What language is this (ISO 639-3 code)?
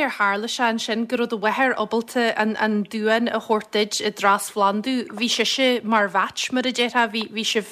gle